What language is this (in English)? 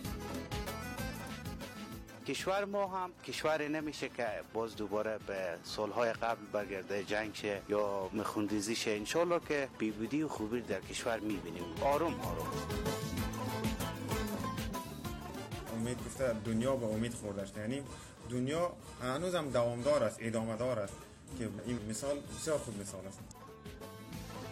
Persian